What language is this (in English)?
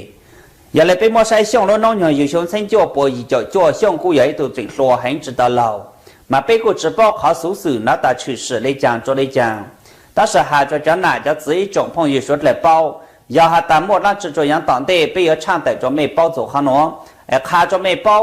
Hmong